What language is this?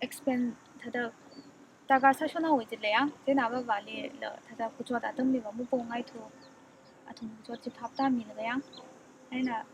Tangkhul Naga (India)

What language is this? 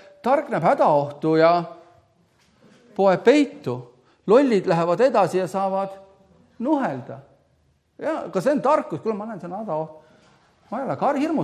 Estonian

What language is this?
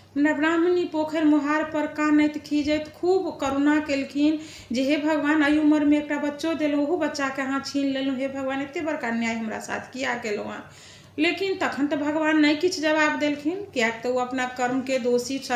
Maithili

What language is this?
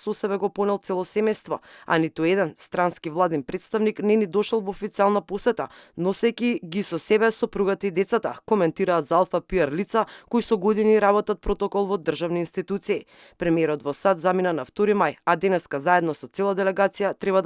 Macedonian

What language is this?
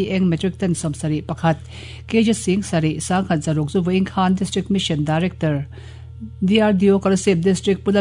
Mizo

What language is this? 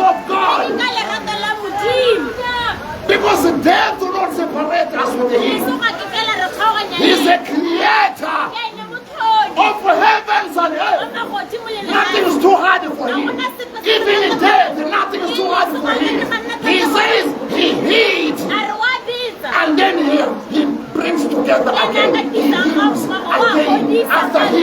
Tswana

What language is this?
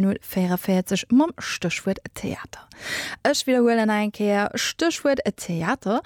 Luxembourgish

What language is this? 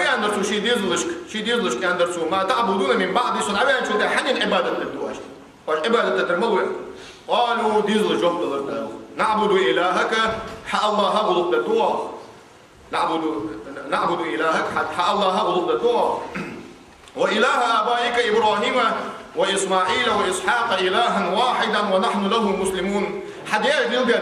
Ingush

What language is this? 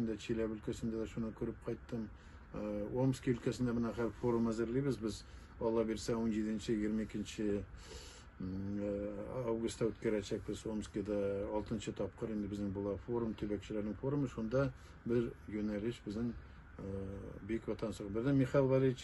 Tatar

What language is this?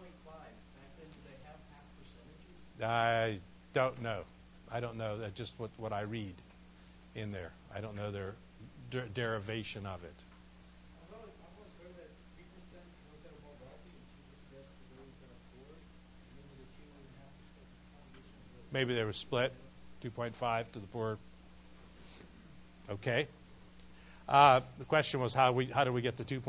English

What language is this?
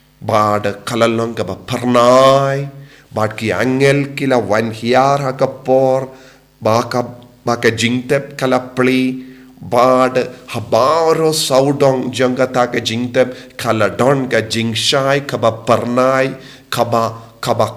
Khasi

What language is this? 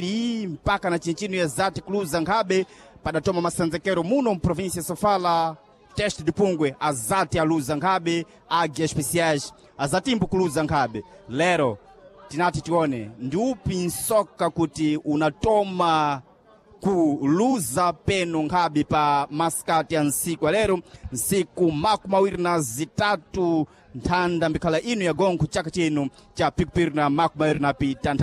Sena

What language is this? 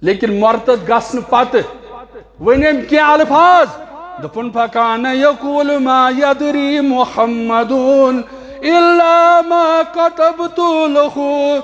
Kashmiri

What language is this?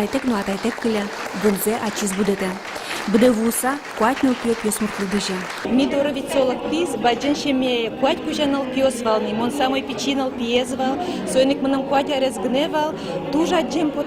Udmurt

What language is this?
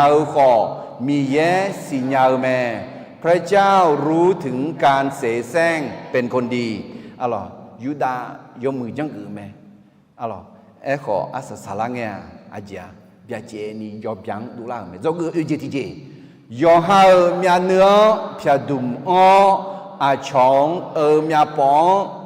Akha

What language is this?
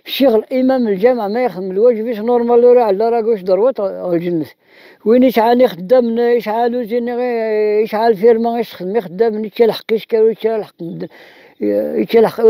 Kabyle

